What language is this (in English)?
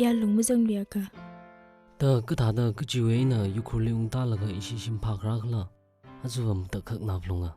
Tangkhul Naga (India)